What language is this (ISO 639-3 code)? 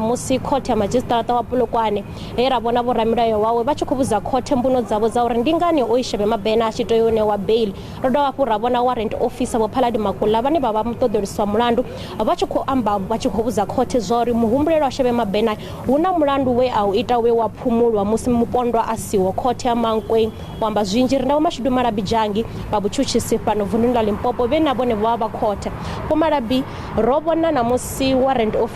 ven